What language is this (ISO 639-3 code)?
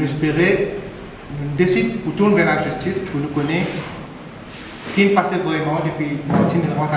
mfe